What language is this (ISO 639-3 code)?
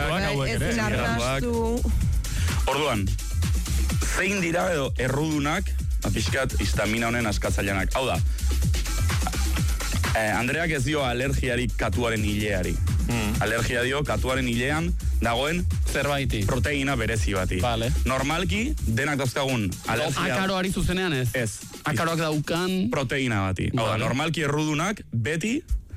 eus